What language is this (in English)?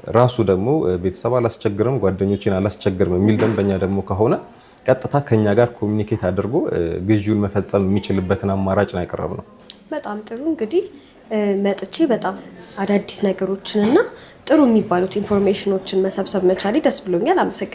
Amharic